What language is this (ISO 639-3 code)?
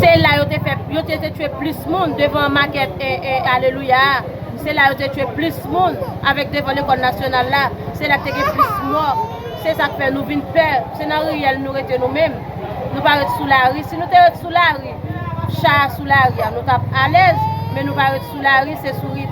hat